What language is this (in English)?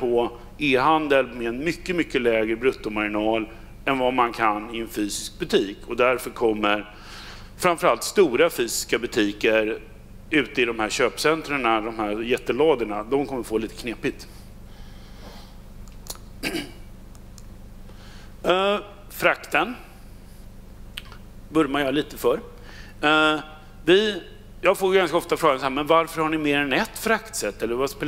Swedish